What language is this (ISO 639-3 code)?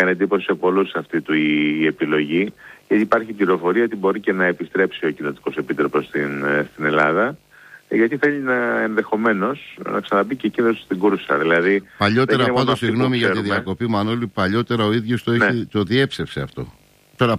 ell